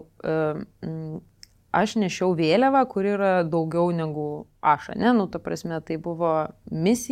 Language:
Lithuanian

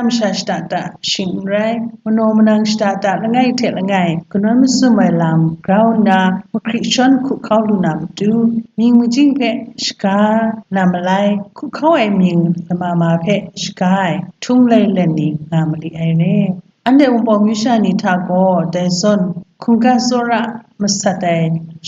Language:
Kachin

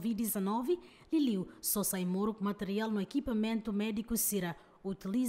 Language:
Tetum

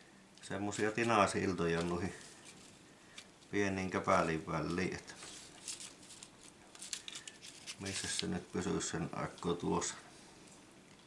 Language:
Finnish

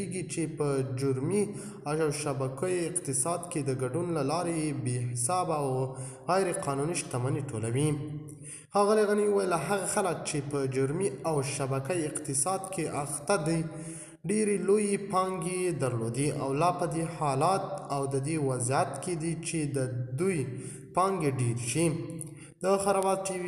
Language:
Pashto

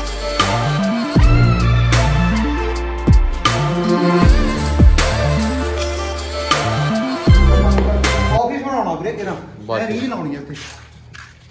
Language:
Punjabi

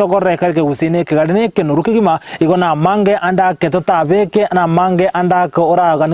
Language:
Gusii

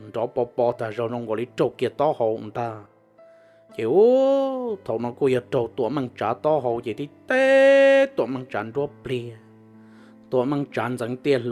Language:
Hmong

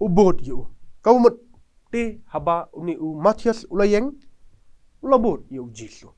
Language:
Khasi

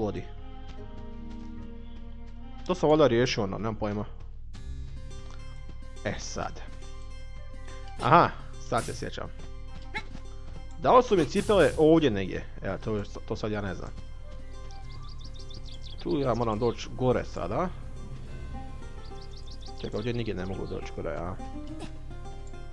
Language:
Croatian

